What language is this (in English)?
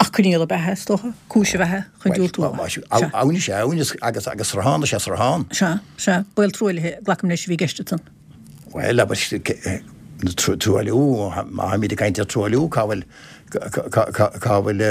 Irish